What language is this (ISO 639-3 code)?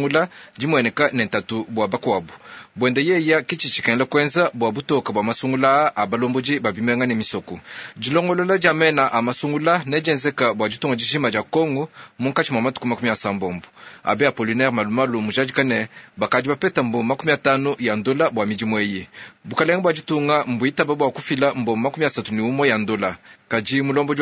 lua